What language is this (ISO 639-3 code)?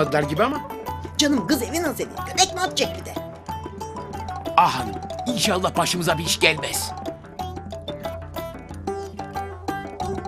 tur